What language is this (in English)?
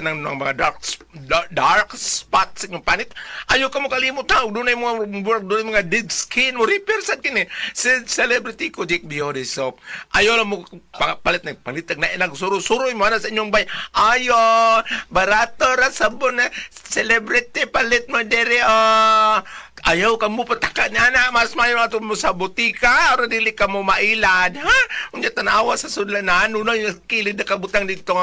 Cebuano